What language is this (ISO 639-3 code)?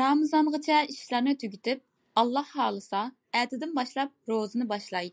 uig